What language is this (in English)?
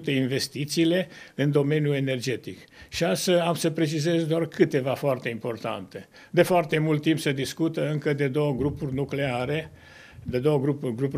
Romanian